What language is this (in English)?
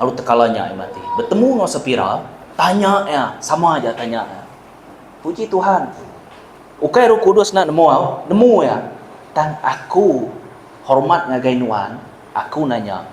Iban